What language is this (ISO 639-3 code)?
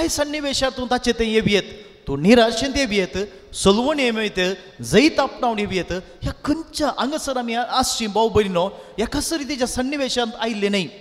kok